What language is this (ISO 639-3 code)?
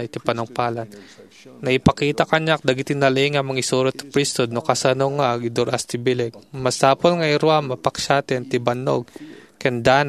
ilo